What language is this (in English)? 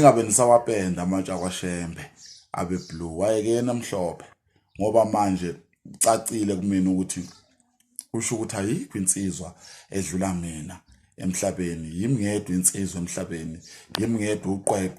Zulu